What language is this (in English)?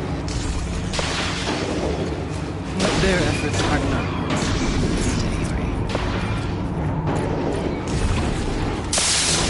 English